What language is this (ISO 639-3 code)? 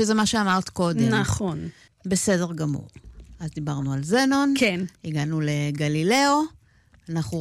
heb